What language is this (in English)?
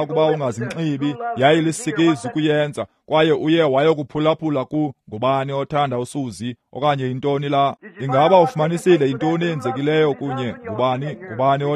Xhosa